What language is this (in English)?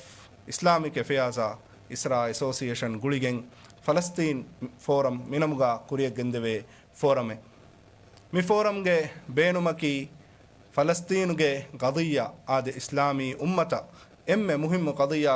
Divehi